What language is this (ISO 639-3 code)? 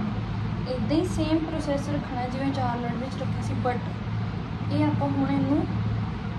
pan